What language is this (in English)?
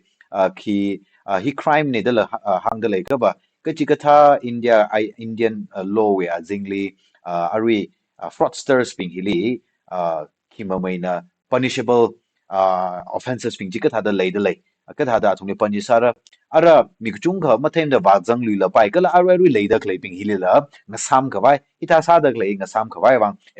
Tangkhul Naga (India)